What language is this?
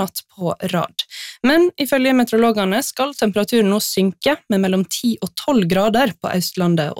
Norwegian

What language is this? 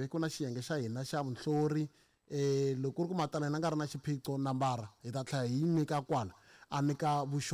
Tsonga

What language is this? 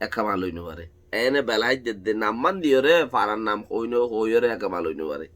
Rohingya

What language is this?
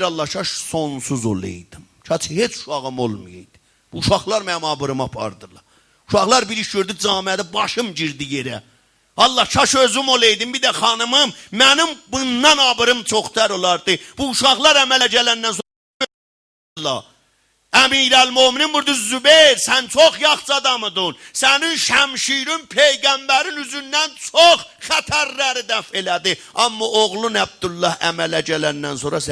South Azerbaijani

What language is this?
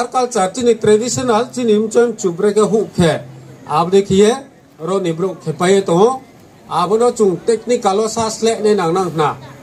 Riang (India)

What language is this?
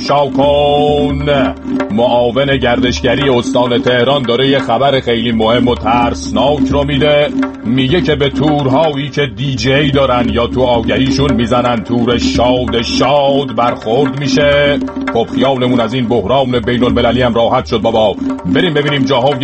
Persian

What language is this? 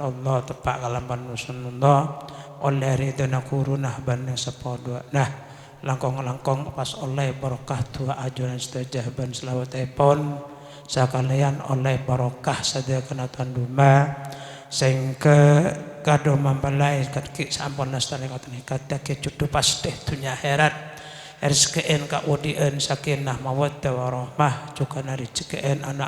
Madurese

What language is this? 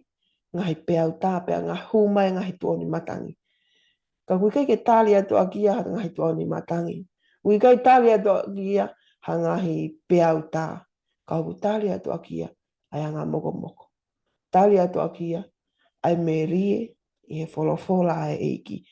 Tongan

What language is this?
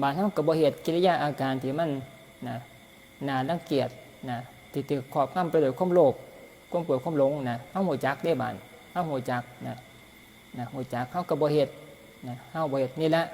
Northeastern Thai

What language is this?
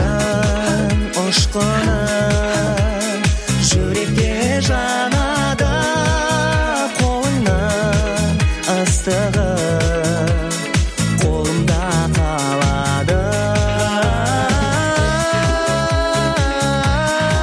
Kazakh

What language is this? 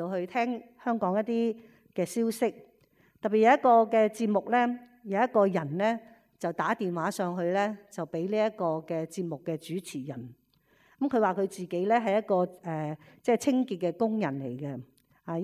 Cantonese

